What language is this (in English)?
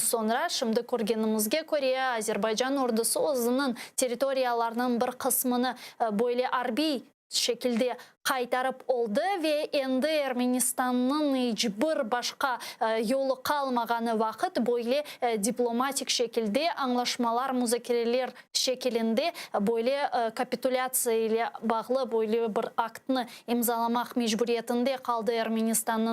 Crimean Tatar